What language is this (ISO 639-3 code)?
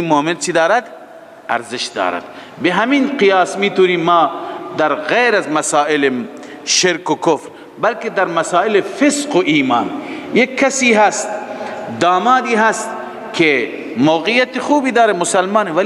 fas